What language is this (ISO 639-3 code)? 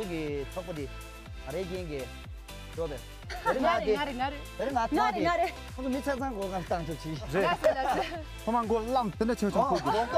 bod